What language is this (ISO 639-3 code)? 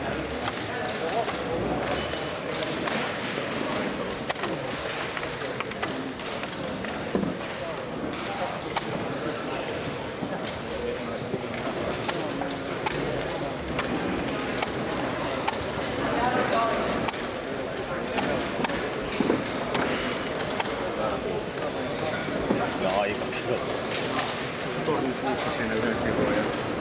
fin